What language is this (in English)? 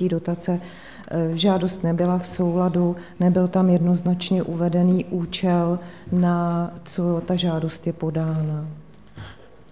Czech